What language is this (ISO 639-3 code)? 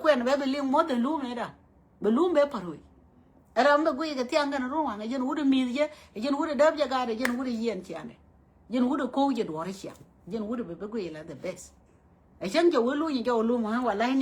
nus